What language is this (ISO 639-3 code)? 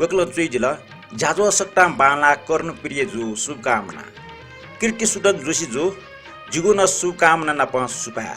new